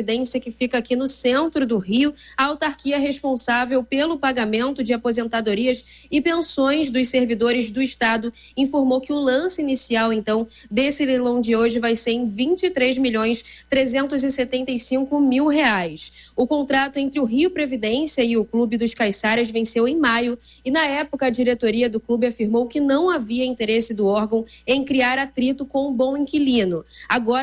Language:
Portuguese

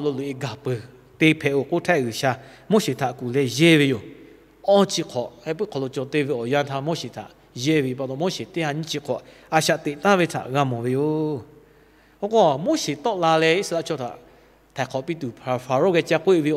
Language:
Lahu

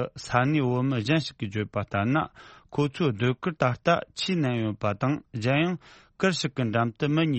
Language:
Tibetan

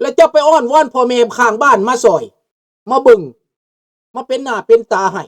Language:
Lao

